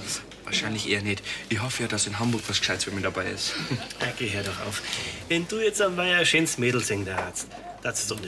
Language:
Bavarian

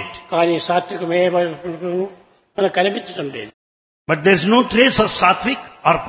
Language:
Telugu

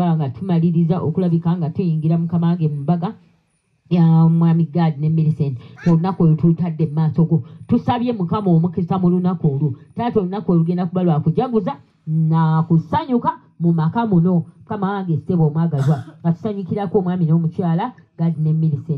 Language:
Ganda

